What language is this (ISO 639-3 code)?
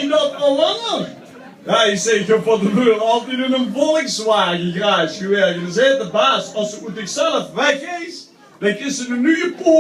lim